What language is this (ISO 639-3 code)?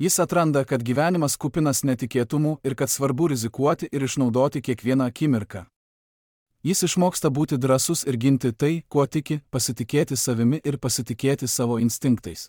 lit